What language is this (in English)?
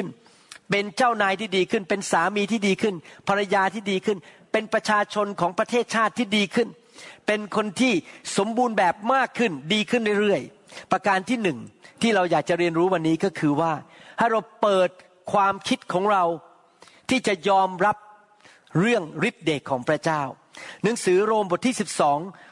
Thai